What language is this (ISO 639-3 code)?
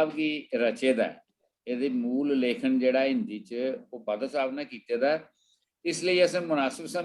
doi